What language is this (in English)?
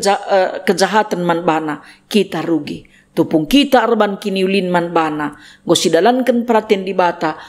Batak Karo